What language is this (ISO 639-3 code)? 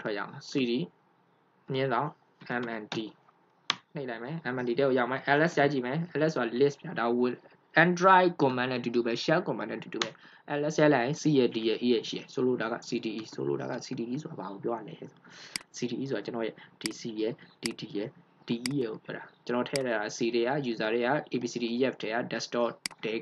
mya